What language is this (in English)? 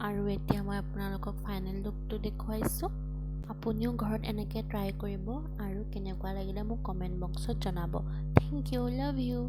Assamese